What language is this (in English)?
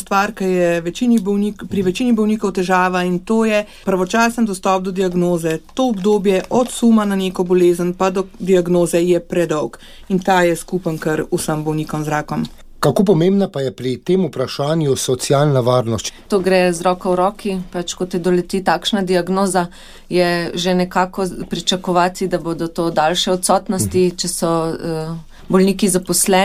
Slovenian